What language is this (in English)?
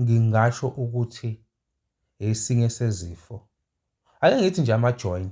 Zulu